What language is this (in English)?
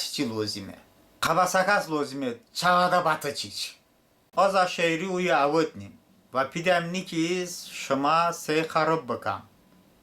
Talysh